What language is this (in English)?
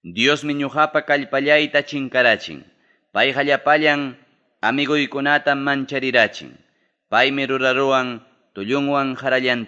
Ayacucho Quechua